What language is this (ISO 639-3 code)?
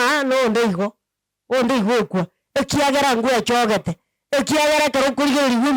guz